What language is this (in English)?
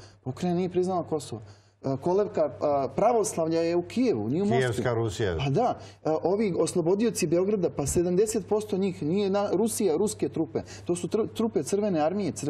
Serbian